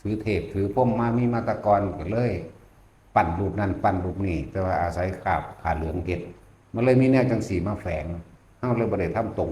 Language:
Northeastern Thai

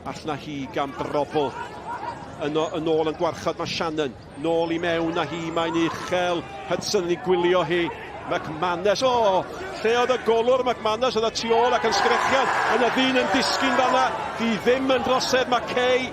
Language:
Welsh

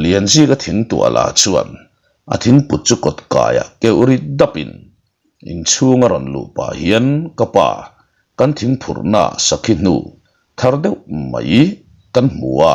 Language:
Mizo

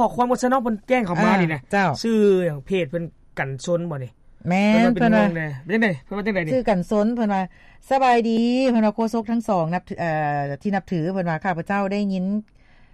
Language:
Lao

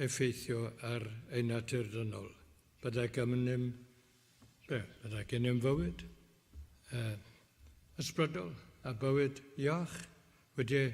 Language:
Welsh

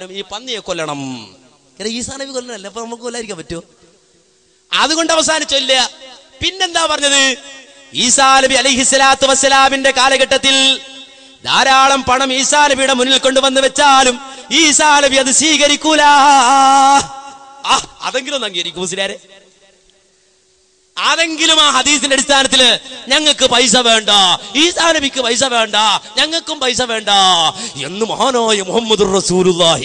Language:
Malayalam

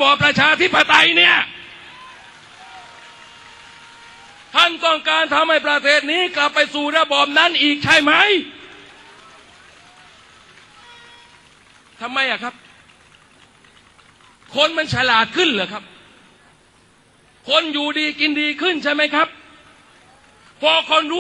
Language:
Thai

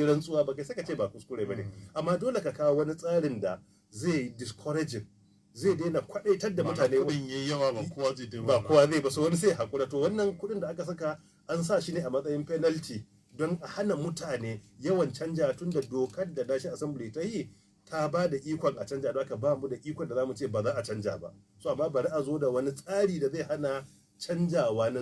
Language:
Hausa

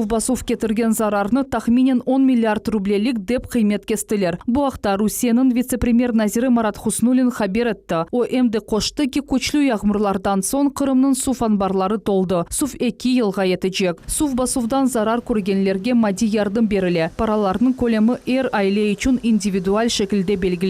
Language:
Crimean Tatar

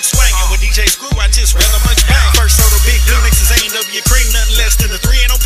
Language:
English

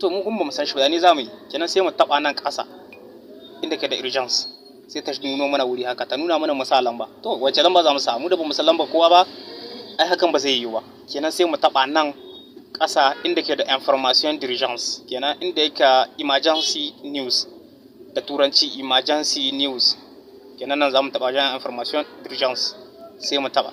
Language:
Hausa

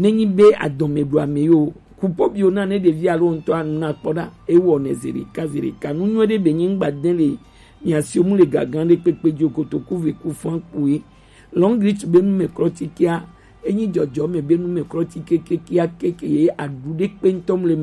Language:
Gen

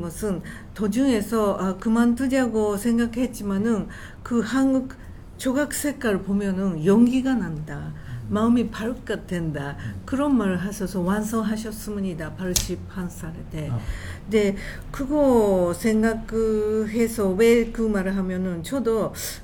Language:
Korean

